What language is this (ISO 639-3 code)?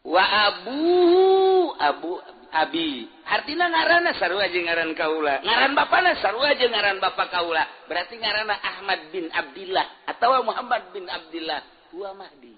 sun